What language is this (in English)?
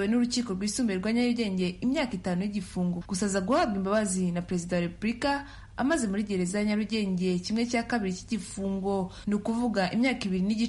Kinyarwanda